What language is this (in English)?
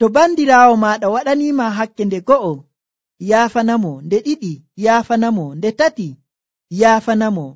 Nigerian Fulfulde